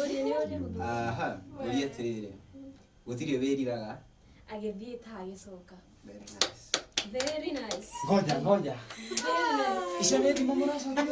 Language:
Kikuyu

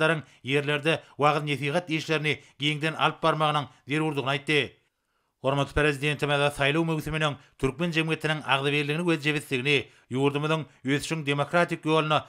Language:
Turkmen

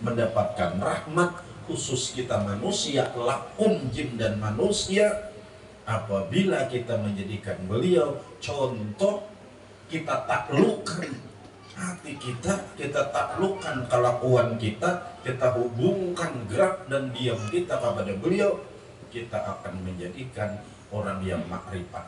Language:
Banjar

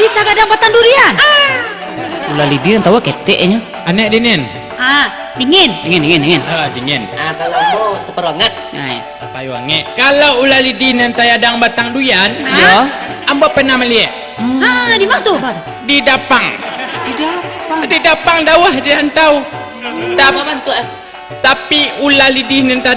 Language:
Minangkabau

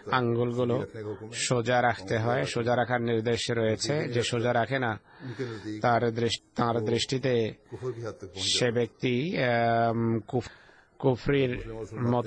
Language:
Bangla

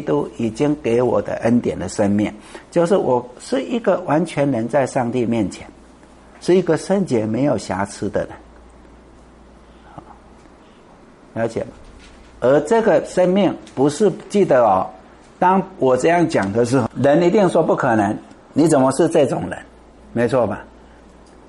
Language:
Chinese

